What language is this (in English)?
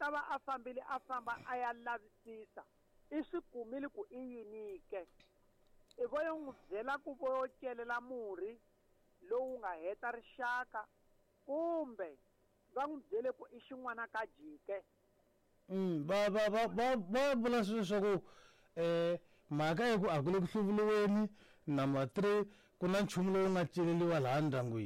Tsonga